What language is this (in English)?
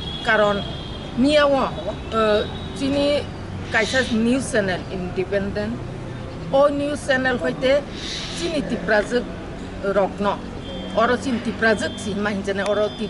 Kok Borok